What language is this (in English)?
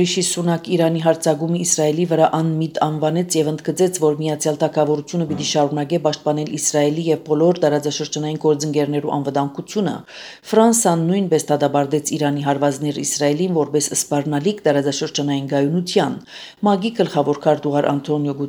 Armenian